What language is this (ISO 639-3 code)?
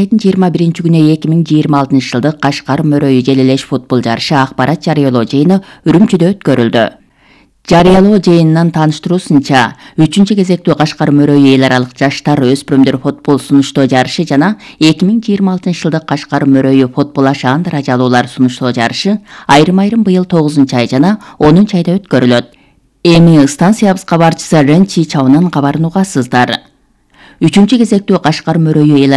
kir